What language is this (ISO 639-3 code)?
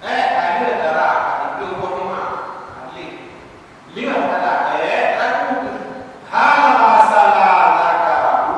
ace